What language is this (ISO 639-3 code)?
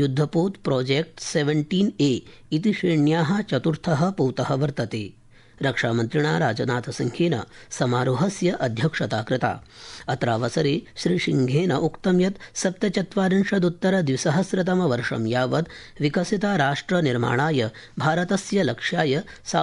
san